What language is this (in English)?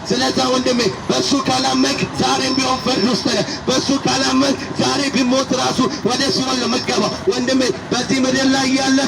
Amharic